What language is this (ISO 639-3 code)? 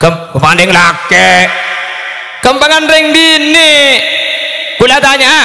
mad